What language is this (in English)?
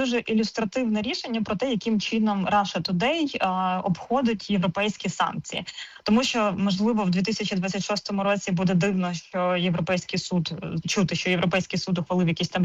Ukrainian